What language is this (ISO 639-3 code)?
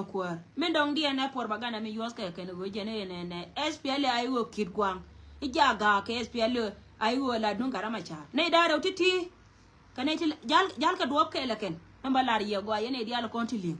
nus